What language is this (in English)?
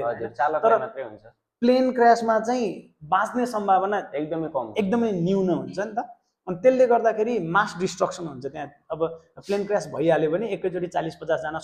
Nepali